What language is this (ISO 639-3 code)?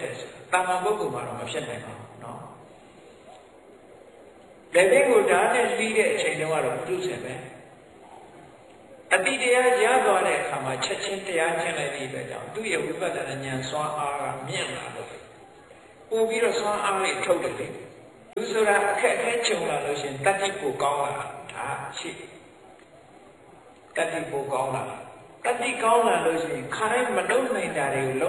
mya